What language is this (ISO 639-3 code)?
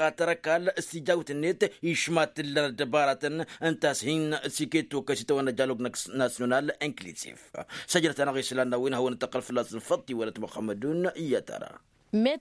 taq